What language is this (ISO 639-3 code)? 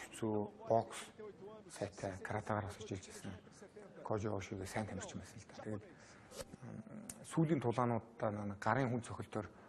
mon